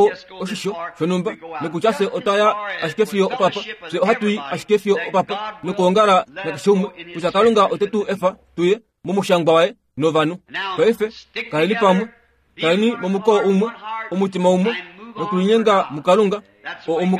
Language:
Kuanyama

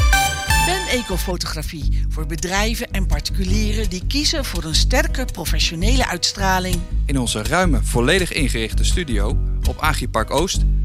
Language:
Dutch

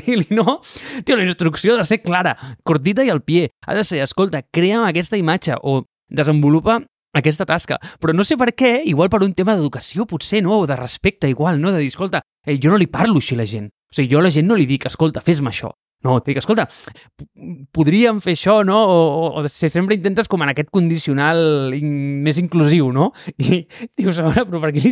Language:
Catalan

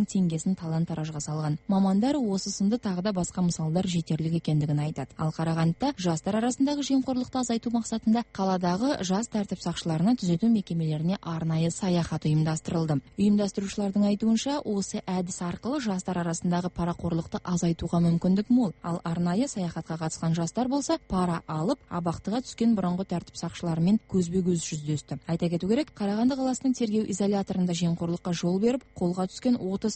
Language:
Kazakh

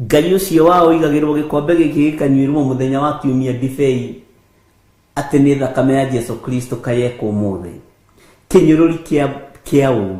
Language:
Kikuyu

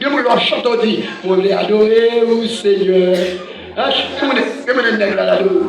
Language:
Haitian Creole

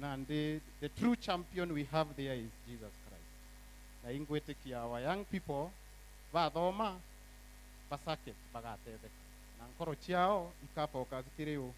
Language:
Meru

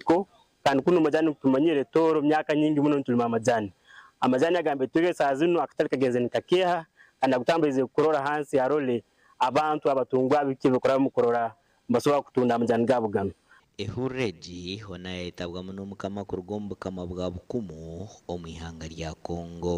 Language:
Nyankole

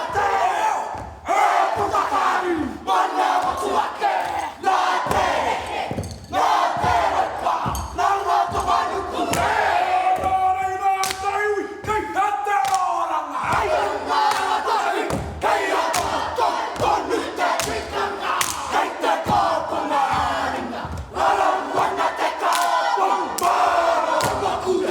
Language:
Māori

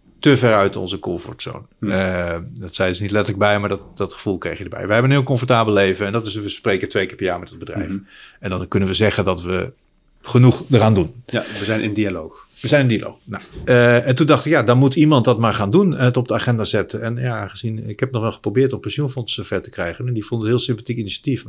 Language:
Dutch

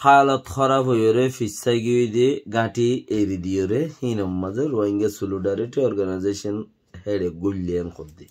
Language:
Rohingya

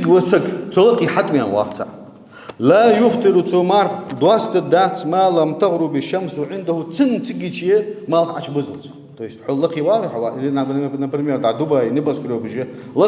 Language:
Ingush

